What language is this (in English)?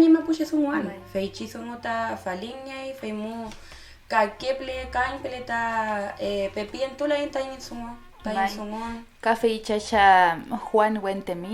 Mapuche